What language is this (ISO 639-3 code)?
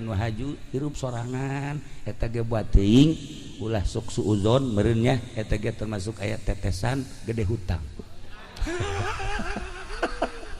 sun